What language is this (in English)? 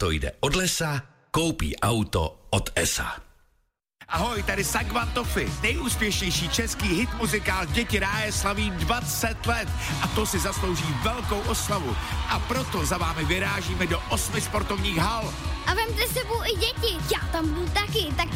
Czech